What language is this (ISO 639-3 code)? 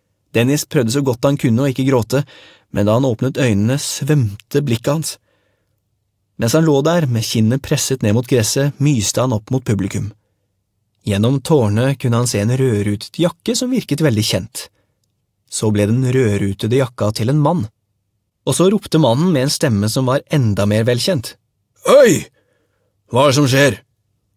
nor